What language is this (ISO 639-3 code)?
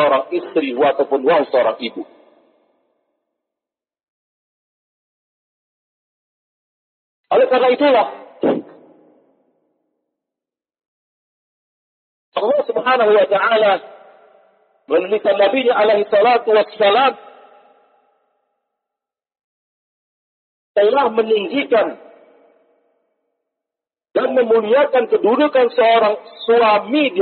ind